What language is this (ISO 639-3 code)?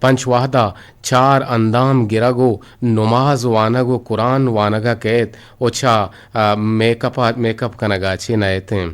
bgp